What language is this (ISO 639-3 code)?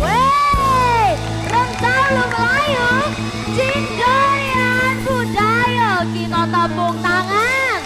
mui